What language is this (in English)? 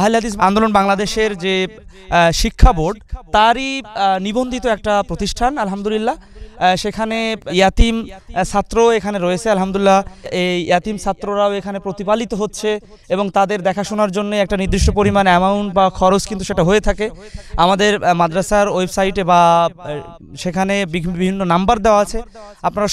Bangla